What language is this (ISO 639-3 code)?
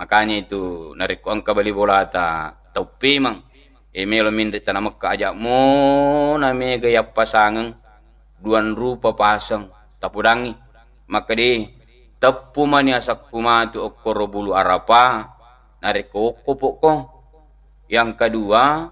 bug